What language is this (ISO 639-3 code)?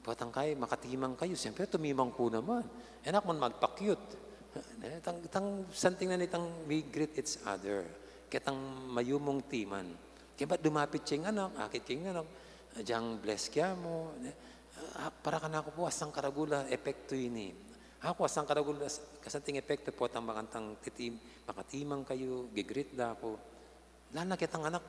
pam